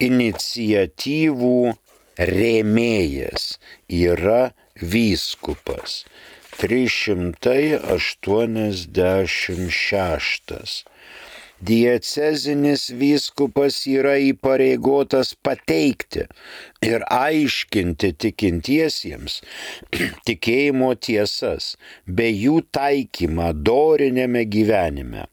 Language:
Lithuanian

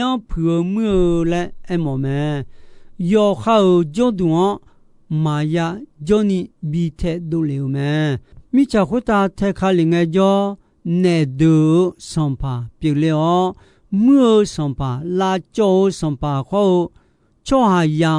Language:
Akha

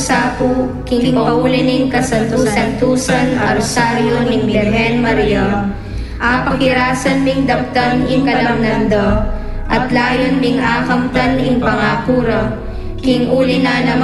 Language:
Pampanga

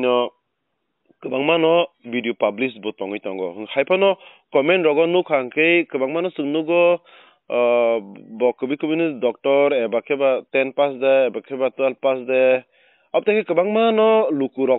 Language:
Kok Borok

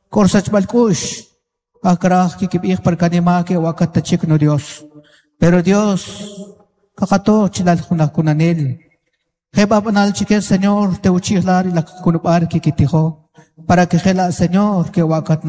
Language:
Kaqchikel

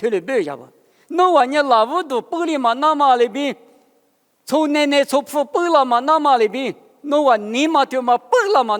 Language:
Lisu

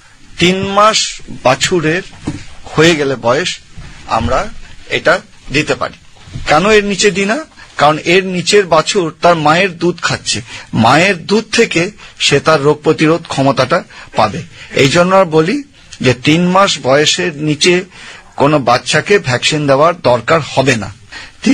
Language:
Bangla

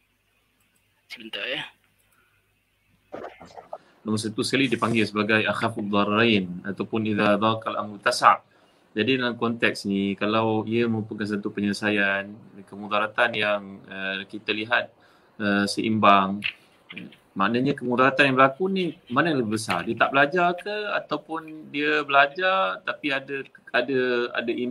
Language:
Malay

